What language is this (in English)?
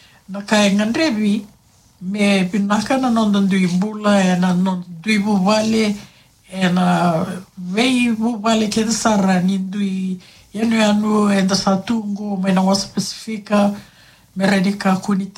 Fijian